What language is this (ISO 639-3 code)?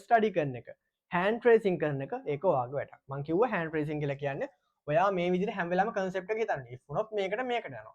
sin